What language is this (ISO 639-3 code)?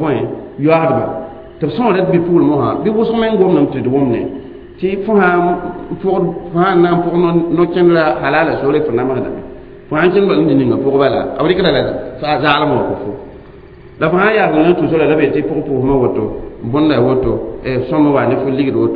mos